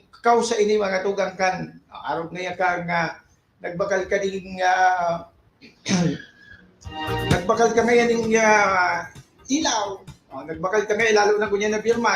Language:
Bikol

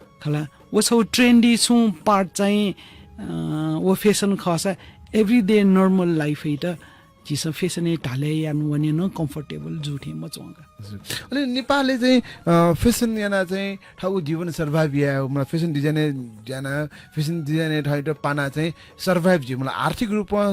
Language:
Newari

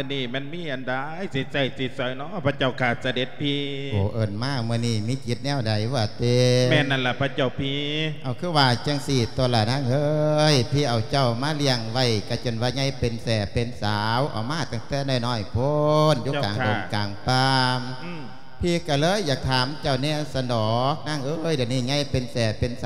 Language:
Lao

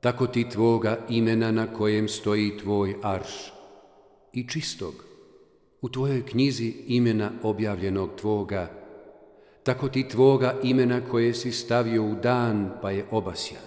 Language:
Bosnian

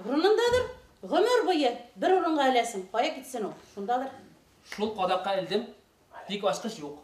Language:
Bashkir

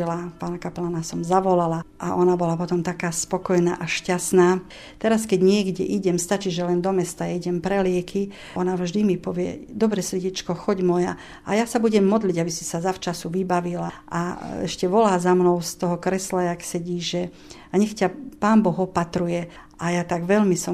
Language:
Slovak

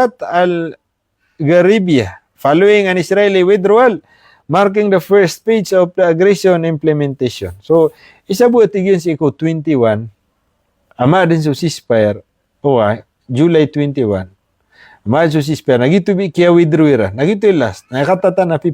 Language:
Maranao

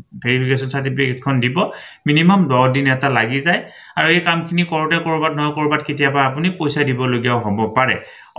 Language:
Assamese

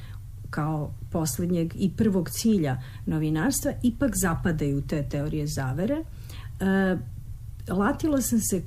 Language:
Serbian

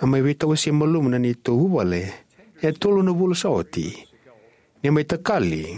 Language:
Fijian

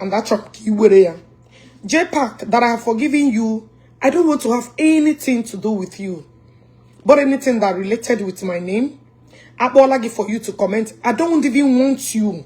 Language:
Igbo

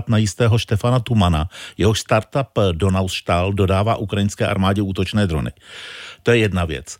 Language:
Czech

